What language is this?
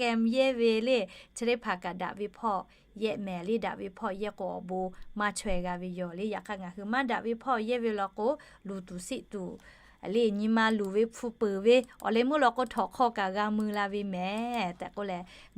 Lahu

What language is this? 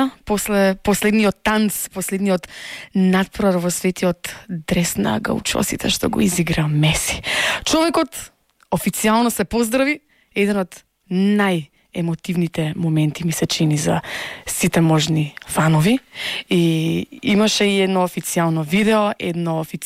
Macedonian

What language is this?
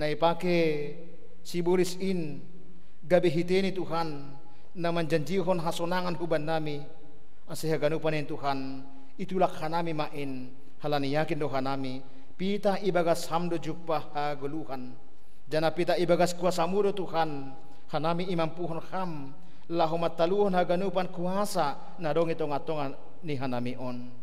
Batak Simalungun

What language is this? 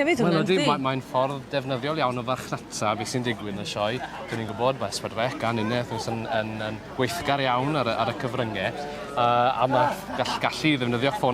Welsh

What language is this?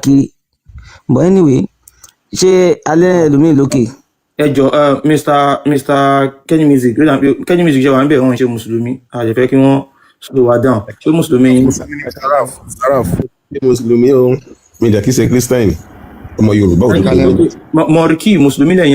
Yoruba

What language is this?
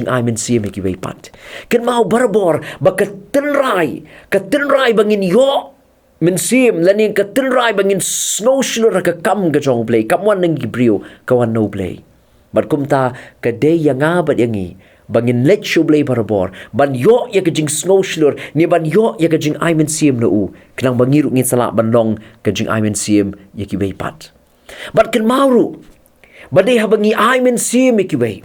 Khasi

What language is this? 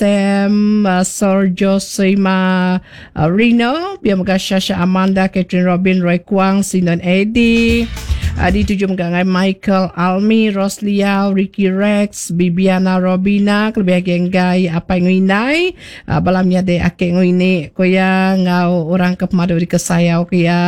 Iban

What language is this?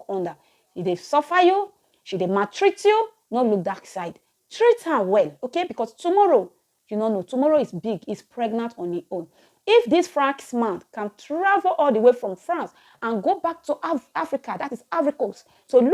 Nigerian Pidgin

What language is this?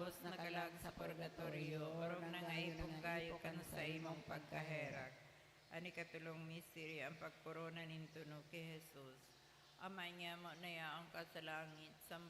Bikol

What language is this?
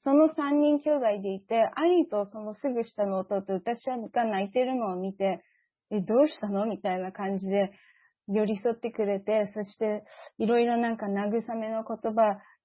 Japanese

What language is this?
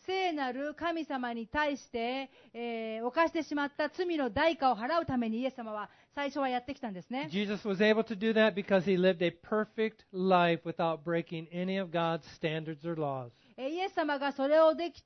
Japanese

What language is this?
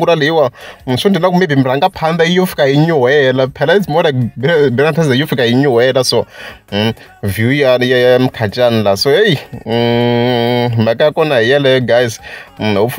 Tsonga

